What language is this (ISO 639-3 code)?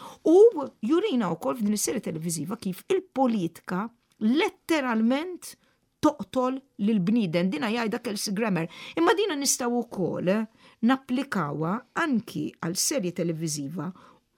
mlt